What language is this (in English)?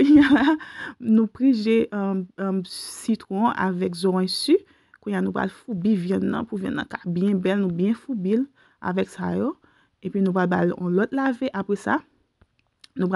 Haitian Creole